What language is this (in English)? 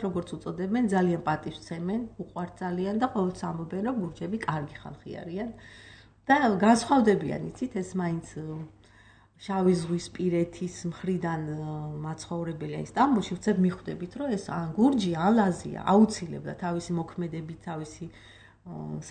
Georgian